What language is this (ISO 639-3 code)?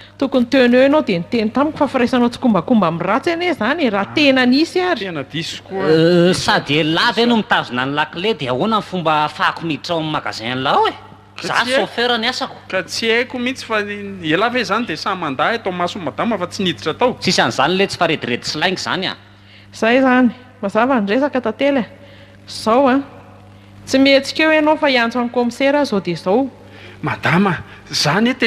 mlg